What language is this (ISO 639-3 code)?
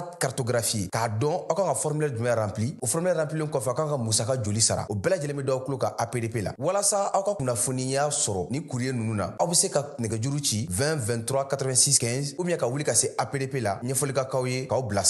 bam